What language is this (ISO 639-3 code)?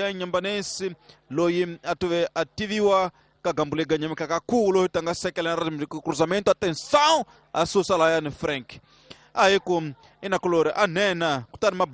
tso